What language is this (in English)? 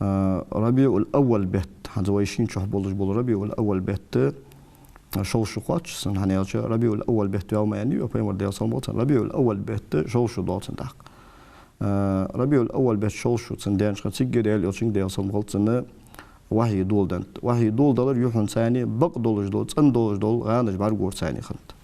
Ingush